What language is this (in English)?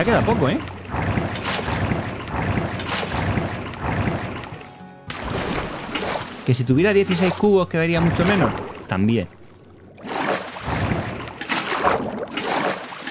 Spanish